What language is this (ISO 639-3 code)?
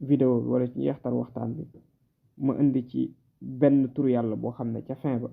wol